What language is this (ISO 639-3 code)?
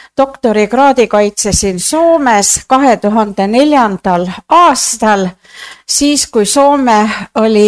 est